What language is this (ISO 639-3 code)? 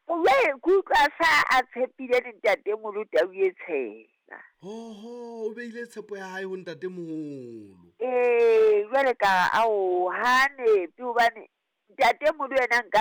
sot